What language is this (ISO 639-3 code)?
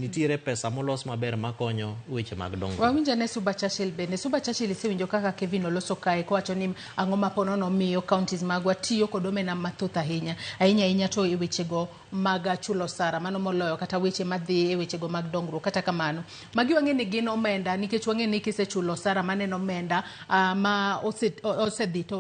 luo